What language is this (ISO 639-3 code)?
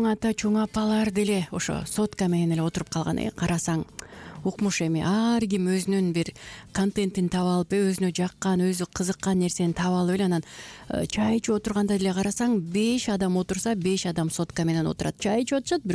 kir